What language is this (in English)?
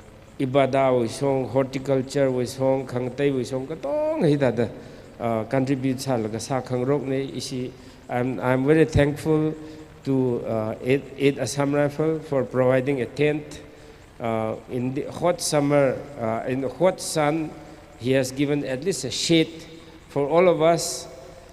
Tangkhul Naga (India)